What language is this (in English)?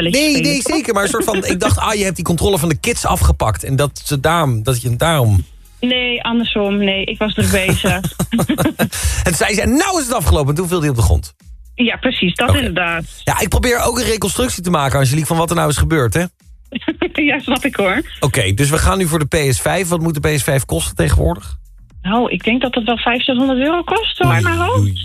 Dutch